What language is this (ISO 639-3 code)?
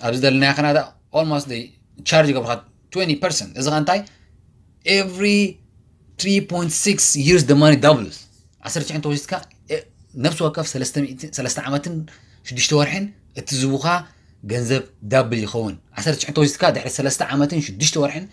tir